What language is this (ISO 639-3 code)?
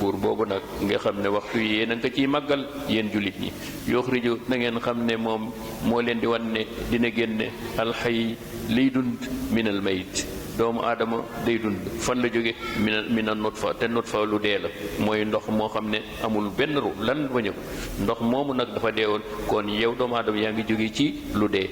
wol